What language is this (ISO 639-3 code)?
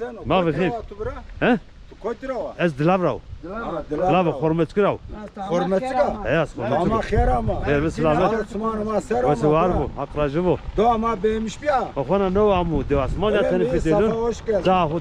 zza